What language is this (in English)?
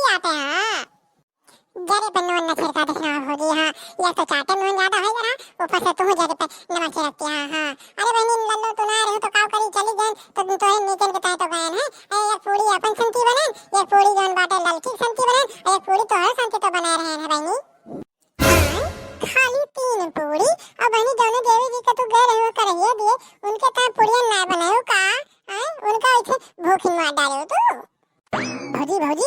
Awadhi